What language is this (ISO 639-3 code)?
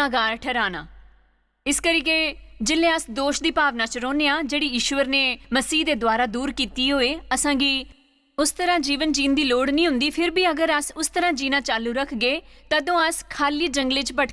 doi